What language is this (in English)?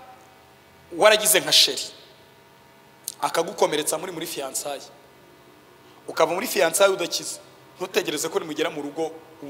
Kinyarwanda